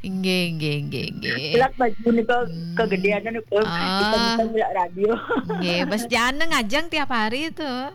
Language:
Balinese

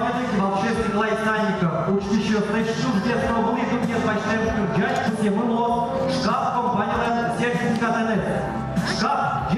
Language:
Udmurt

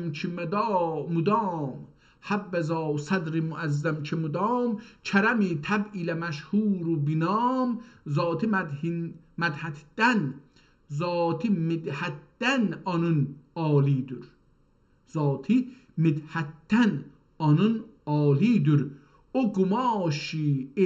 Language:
South Azerbaijani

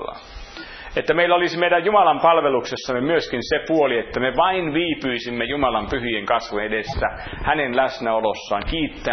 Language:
Finnish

